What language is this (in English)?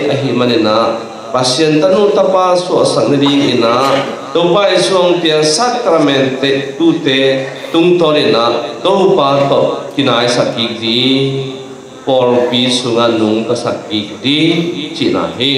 Tedim Chin